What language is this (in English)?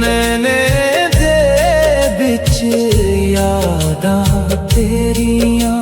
Dogri